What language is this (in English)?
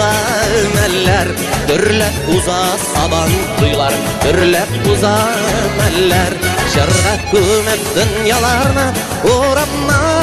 Bashkir